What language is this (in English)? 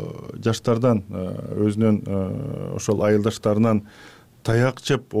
Kyrgyz